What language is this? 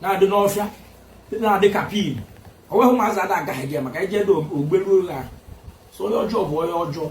Igbo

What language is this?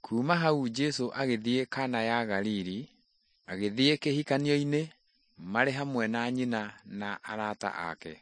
Kikuyu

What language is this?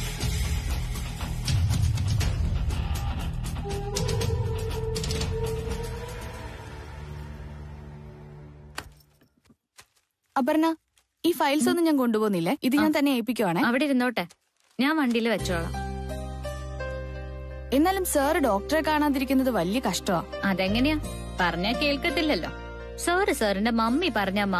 Malayalam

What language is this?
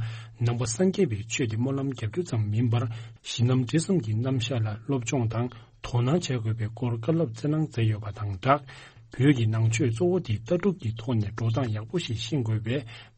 Tibetan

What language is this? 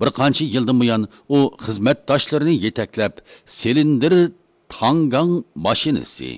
Uyghur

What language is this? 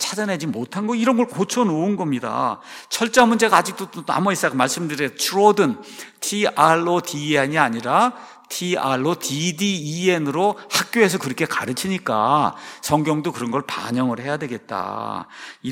Korean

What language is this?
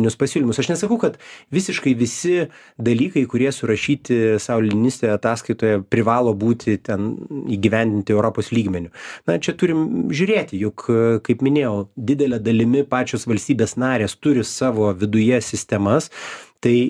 Lithuanian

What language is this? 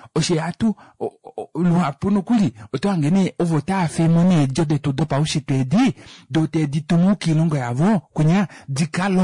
Kuanyama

